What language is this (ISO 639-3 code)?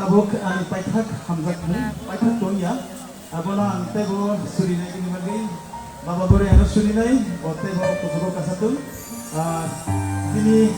trp